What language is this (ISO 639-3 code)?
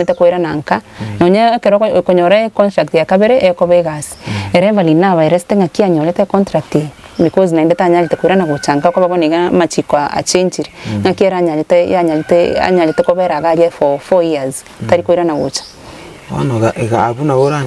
guz